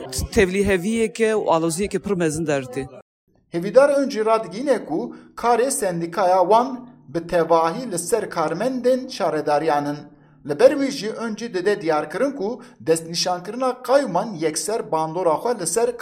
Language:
Kurdish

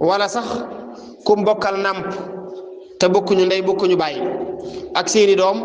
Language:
Wolof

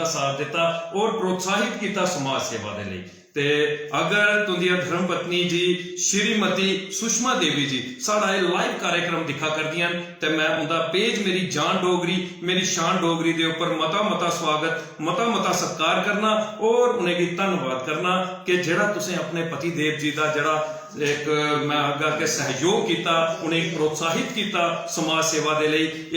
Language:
Dogri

